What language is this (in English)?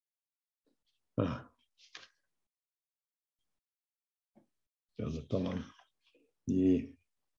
Egyptian Arabic